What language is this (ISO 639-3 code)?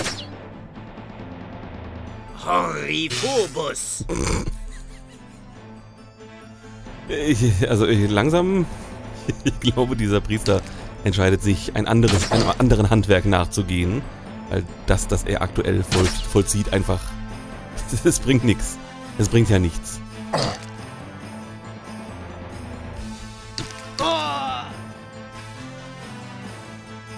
deu